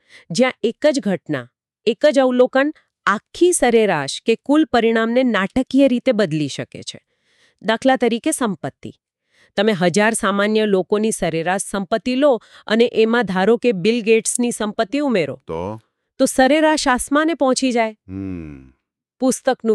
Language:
Gujarati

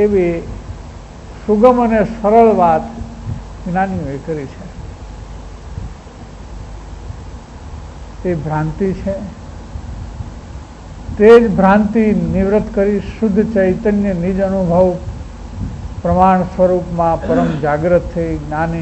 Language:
Gujarati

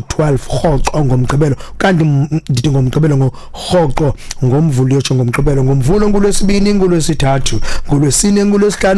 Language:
Xhosa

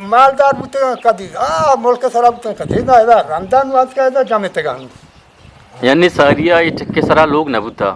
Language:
Eastern Balochi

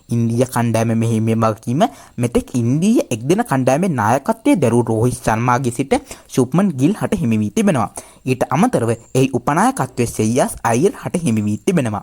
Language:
Sinhala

